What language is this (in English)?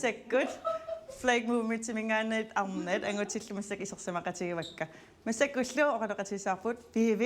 Kalaallisut